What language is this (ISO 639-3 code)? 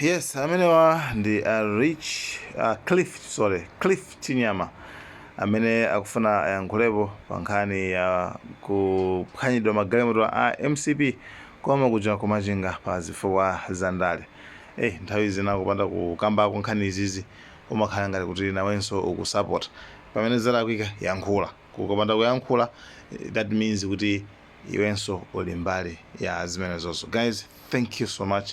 nya